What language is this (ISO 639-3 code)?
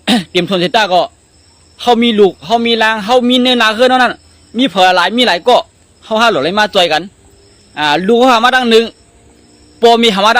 shn